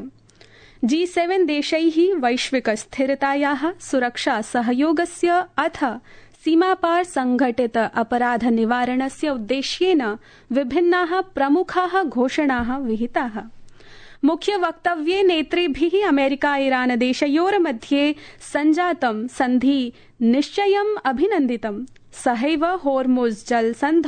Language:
Sanskrit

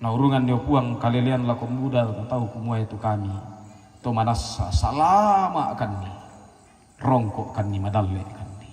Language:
Toraja-Sa'dan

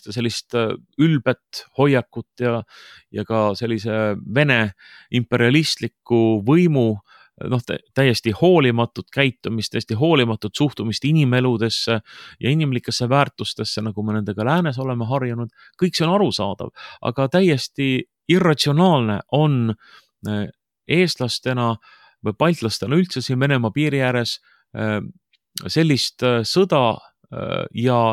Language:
Estonian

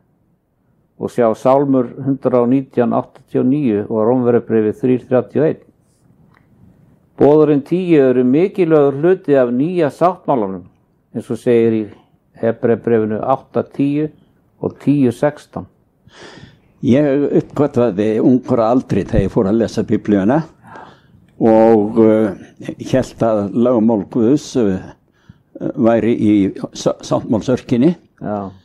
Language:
Icelandic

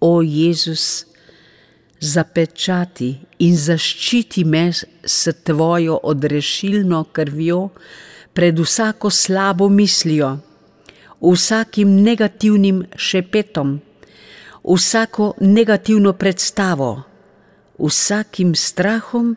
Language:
Slovenian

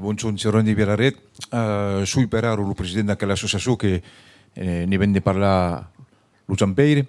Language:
Occitan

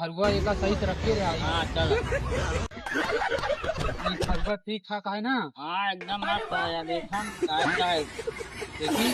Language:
Awadhi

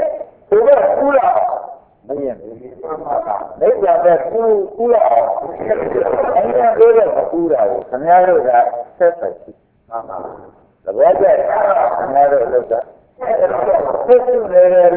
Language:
Burmese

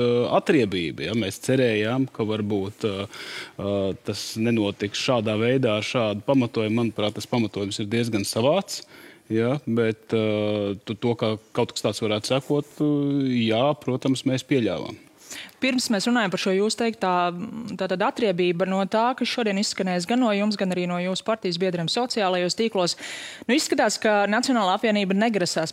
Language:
Latvian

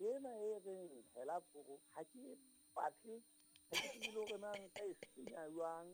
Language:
Southern Sotho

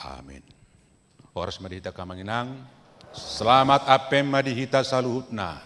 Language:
Batak Toba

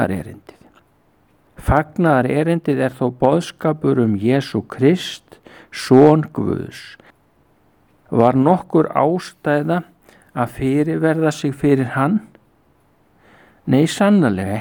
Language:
Icelandic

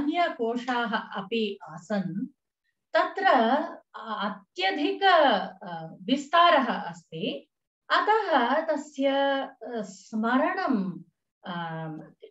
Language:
Sanskrit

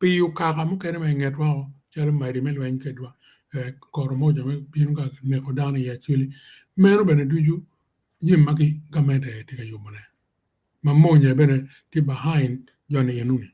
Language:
Acoli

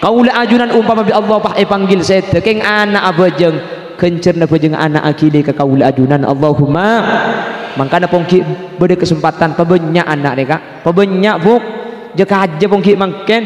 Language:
Madurese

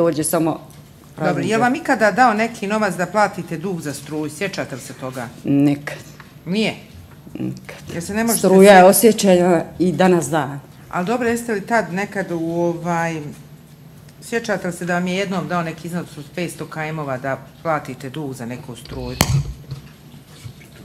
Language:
Bosnian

